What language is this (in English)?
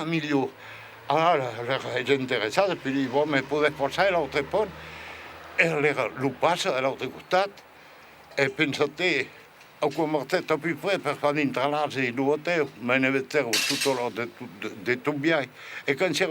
Occitan